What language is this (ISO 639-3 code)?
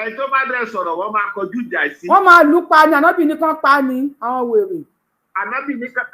yor